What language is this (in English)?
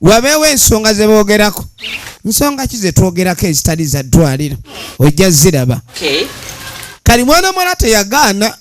Ganda